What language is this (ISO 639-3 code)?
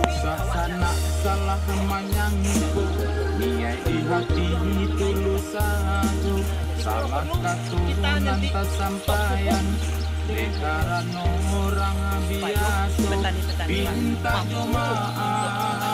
min